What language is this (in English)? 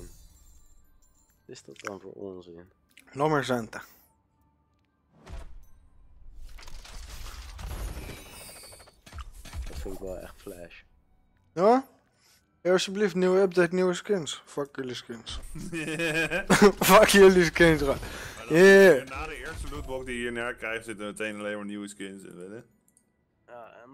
Dutch